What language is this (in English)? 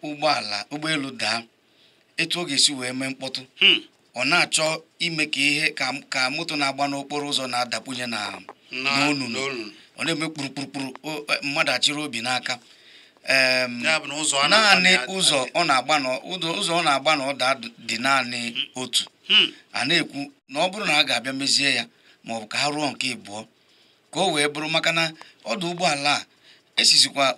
Igbo